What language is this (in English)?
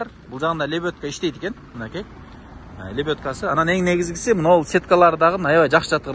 Kyrgyz